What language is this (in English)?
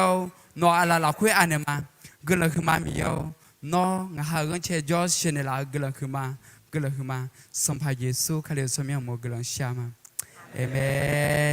Akha